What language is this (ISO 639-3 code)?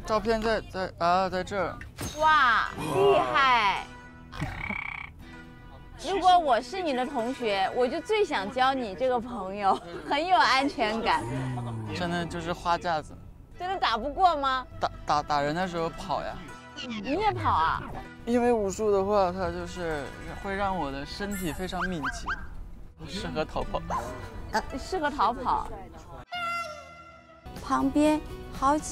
zho